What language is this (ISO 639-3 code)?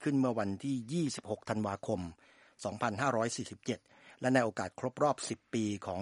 tha